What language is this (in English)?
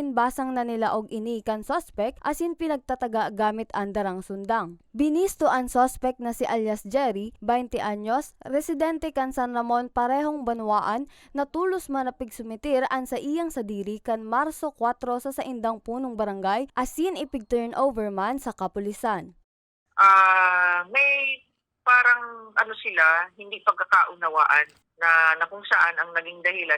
Bikol